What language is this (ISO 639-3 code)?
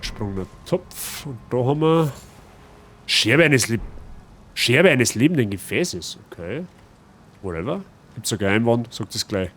bar